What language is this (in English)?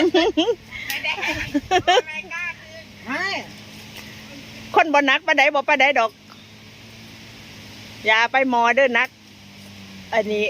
Lao